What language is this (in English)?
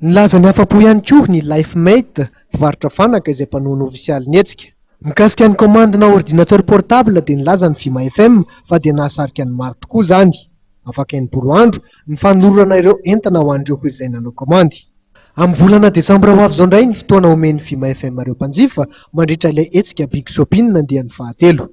Malagasy